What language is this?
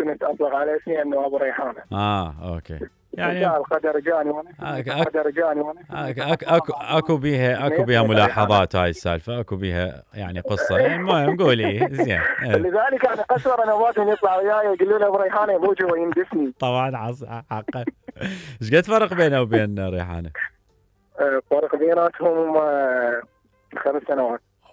Mesopotamian Arabic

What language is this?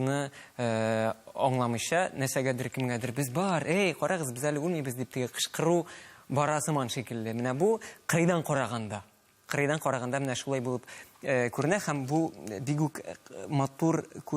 Tatar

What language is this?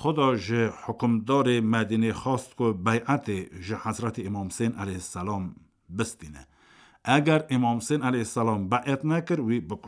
Kurdish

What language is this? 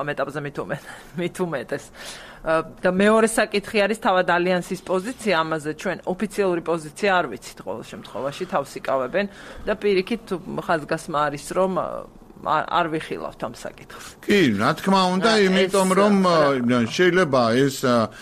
Georgian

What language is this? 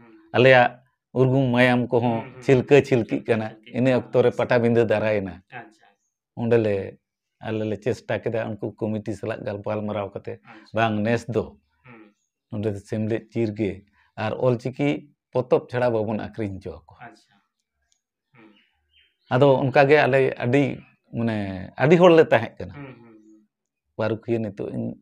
Santali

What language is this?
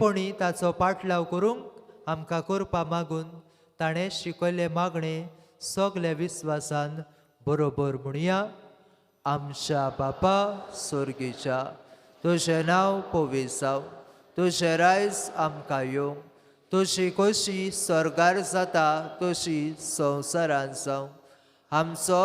Konkani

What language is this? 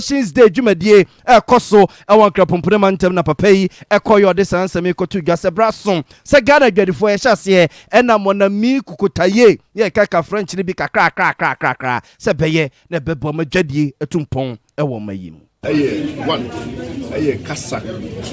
Akan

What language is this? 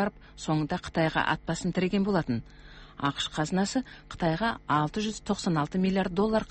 Kazakh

